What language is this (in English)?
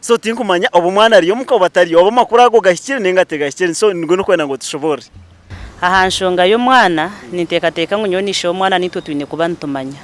Nyankole